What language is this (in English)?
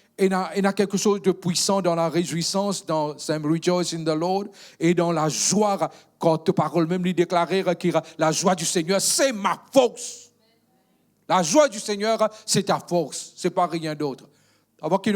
Morisyen